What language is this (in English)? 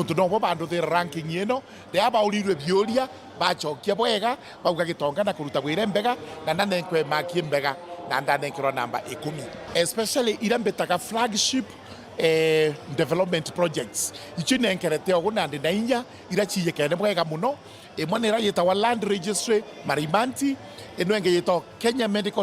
Meru